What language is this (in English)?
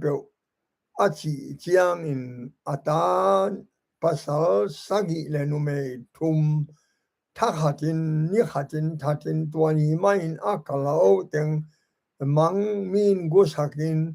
Tedim Chin